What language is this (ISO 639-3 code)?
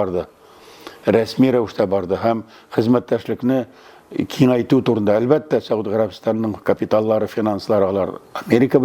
tat